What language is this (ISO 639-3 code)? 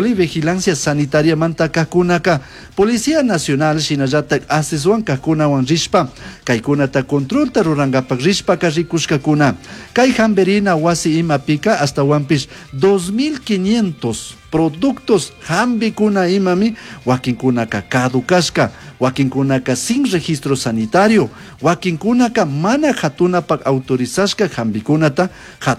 qug